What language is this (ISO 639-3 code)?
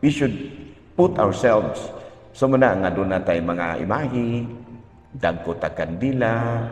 ceb